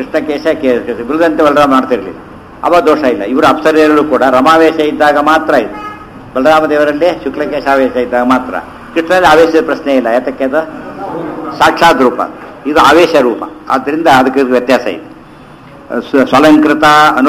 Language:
Kannada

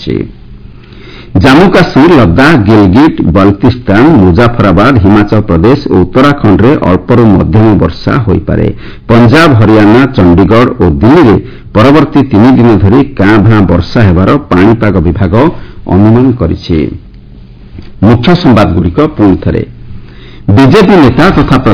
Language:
Odia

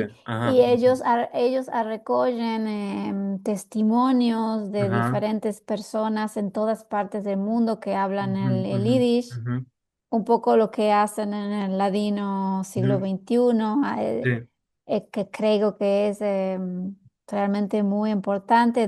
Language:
Ladino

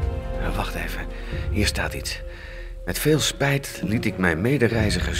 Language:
Dutch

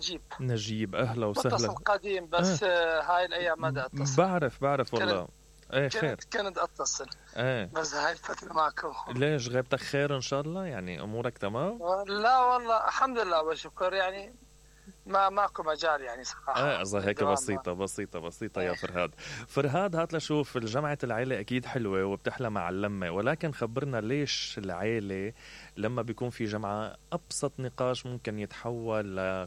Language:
Mesopotamian Arabic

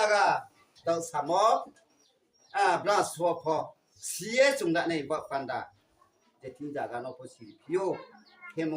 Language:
Riang (India)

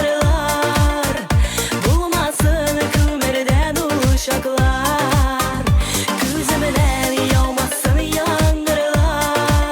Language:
Tatar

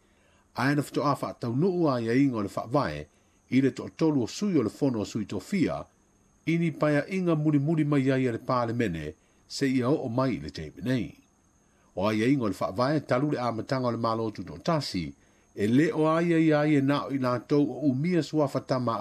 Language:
Samoan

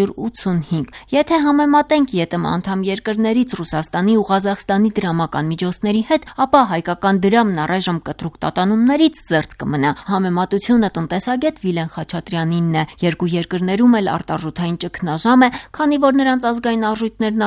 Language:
Armenian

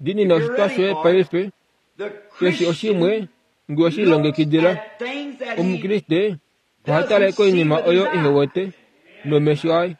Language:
Kuanyama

